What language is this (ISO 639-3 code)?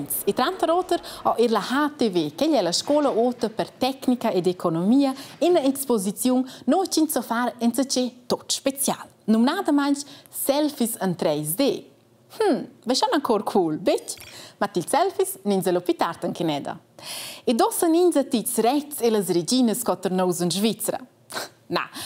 roh